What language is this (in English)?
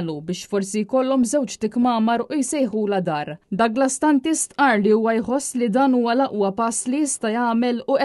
Maltese